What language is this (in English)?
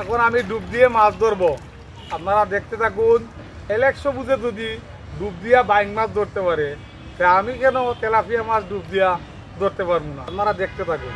Sylheti